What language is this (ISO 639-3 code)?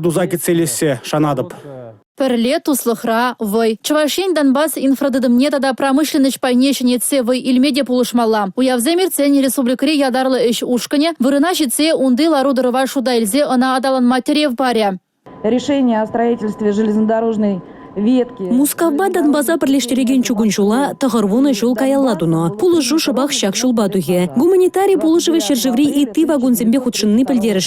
chv